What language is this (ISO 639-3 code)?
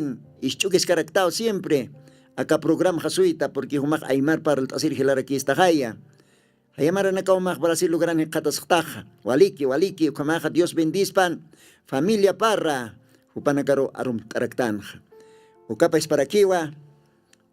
aym